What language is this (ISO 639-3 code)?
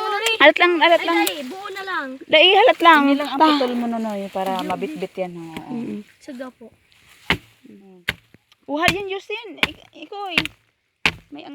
bik